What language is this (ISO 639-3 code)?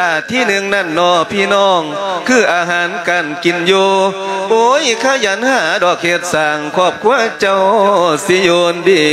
lao